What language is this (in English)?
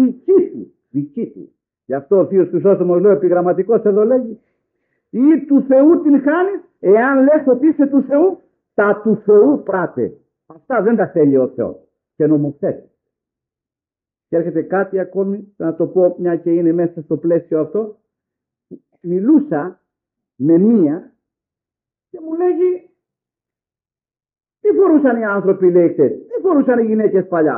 Greek